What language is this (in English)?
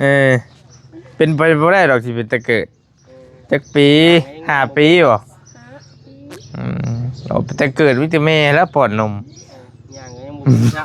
Northeastern Thai